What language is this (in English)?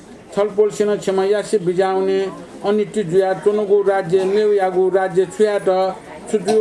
Newari